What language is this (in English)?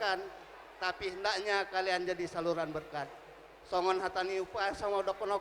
Batak Toba